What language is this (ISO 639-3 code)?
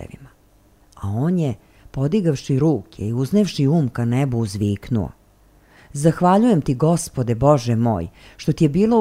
srp